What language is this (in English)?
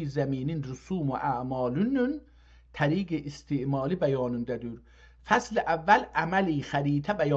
South Azerbaijani